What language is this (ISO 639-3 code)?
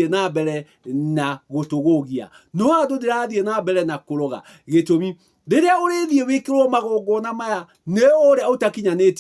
kik